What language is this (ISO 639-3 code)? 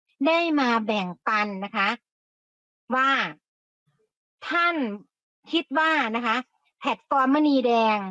tha